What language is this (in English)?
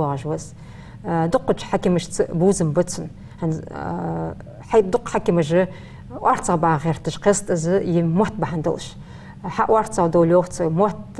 Ingush